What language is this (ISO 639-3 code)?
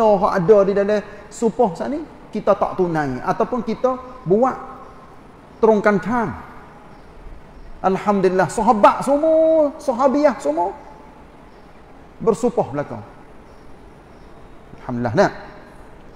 msa